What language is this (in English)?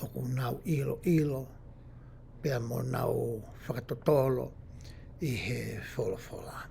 Tongan